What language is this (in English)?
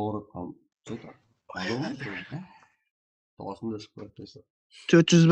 Kara-Kalpak